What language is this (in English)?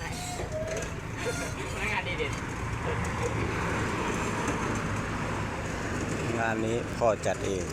Lao